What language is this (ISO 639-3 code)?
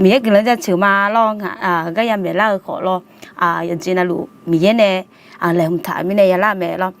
ahk